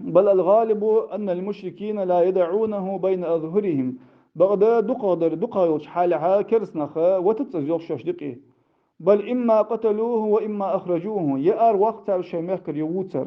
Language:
Ingush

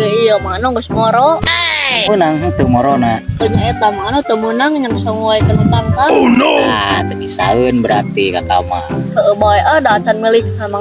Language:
Sundanese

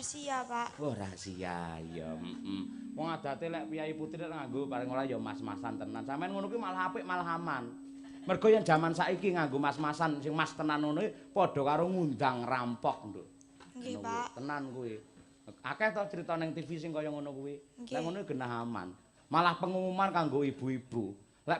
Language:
Javanese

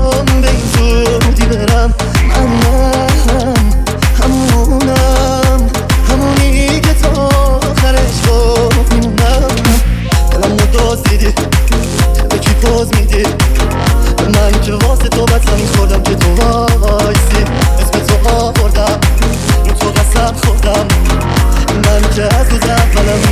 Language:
Persian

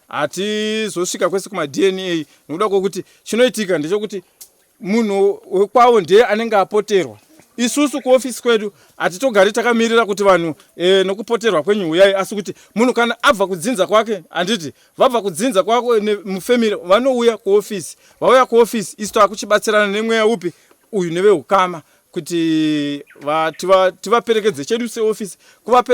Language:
Shona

